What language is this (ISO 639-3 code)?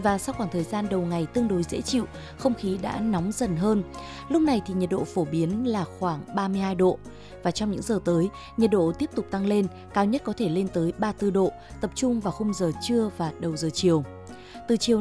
vie